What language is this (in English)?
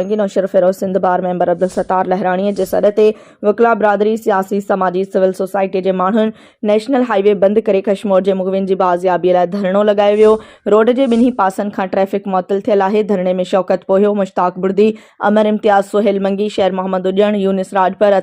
Sindhi